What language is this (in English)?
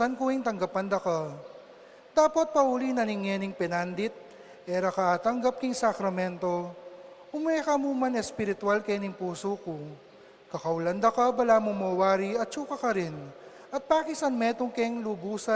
Pampanga